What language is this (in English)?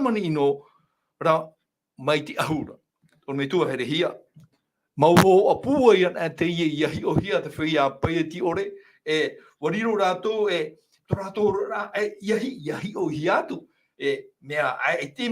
Tahitian